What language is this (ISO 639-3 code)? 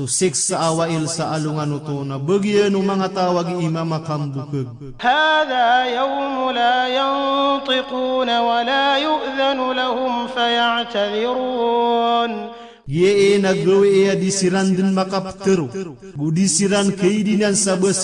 mrw